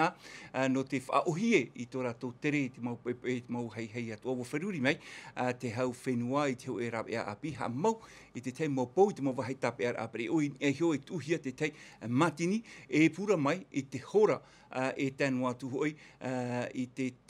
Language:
Tahitian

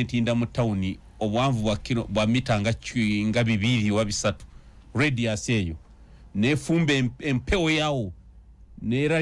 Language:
Ganda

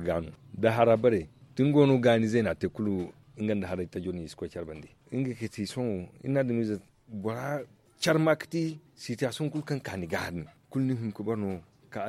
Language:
Zarma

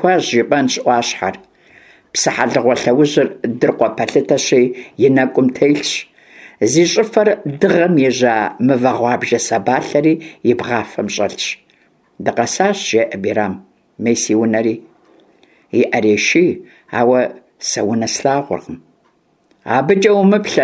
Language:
Kabardian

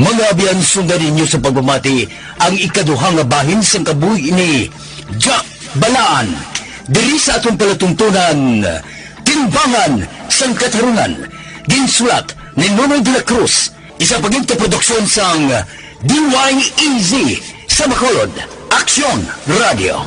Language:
Hiligaynon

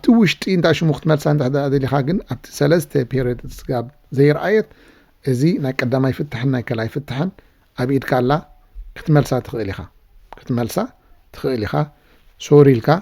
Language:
Tigrinya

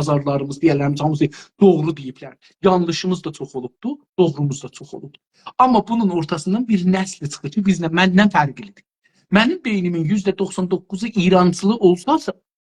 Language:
South Azerbaijani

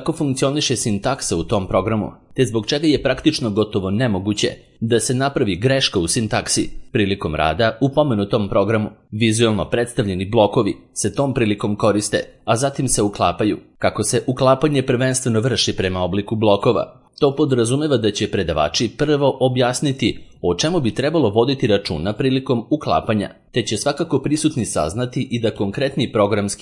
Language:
Serbian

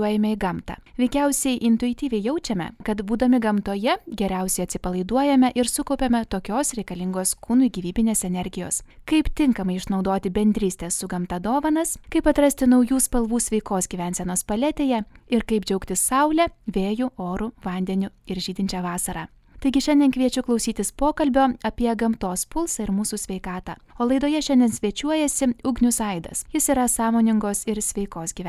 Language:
Lithuanian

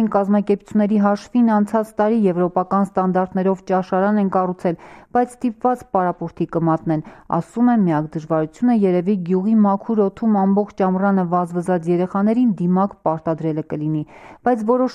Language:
Armenian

